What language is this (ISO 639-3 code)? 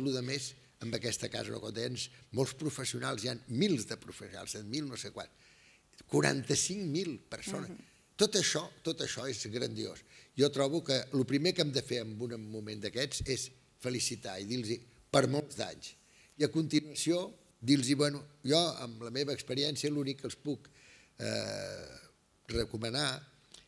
cat